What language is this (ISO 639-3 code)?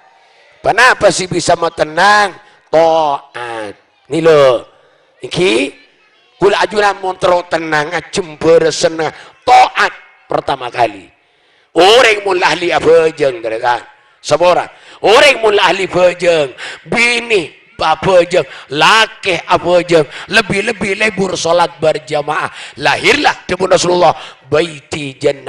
mad